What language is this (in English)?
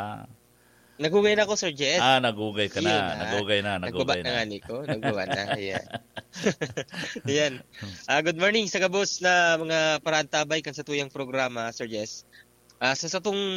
Bikol